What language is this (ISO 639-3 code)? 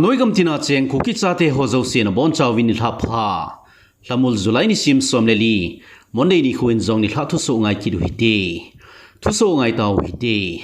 tcz